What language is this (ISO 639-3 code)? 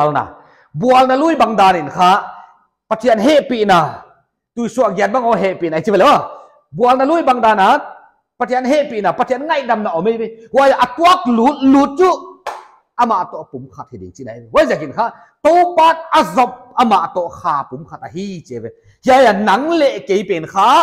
pck